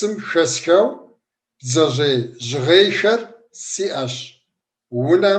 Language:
Kabardian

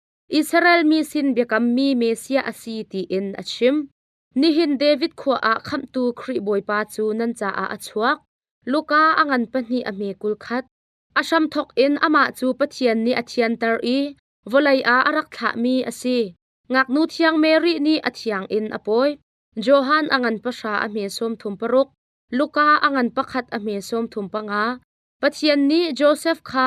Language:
Hakha Chin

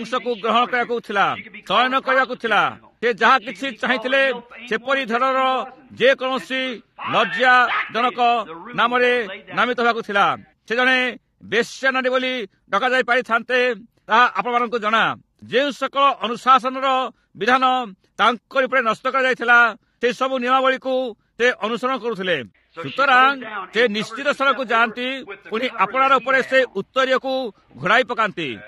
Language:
Odia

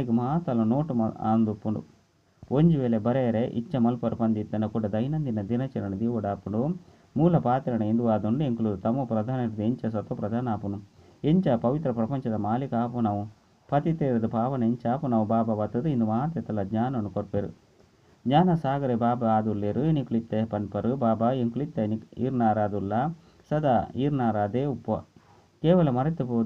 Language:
Tulu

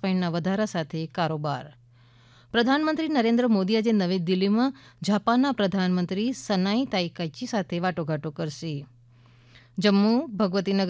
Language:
Gujarati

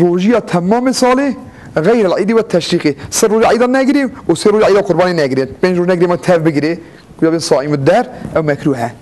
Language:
Kurdish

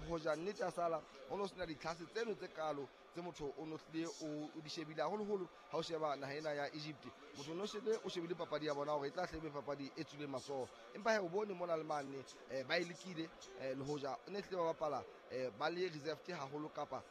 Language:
Southern Sotho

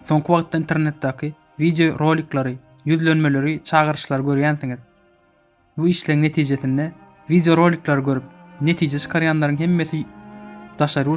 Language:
Turkmen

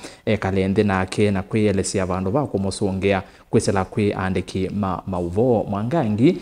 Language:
Kamba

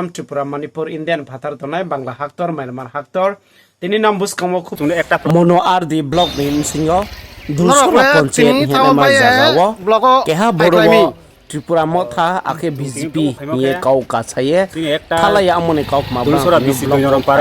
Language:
Riang (India)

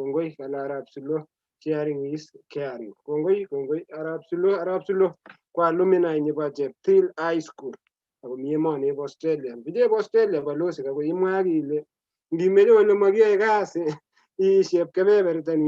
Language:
Kalenjin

